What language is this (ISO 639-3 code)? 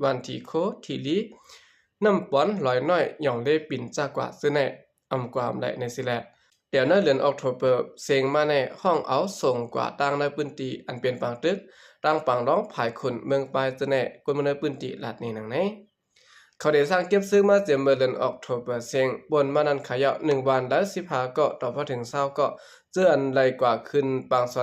shn